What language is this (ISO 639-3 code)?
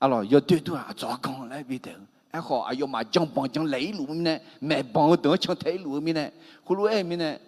ahk